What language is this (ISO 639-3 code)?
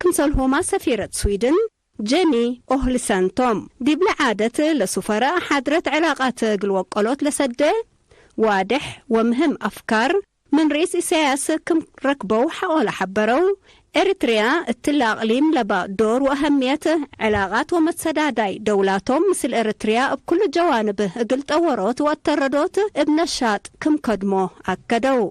tig